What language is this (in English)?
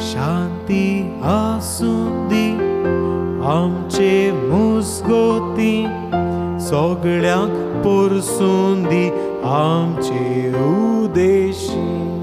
Konkani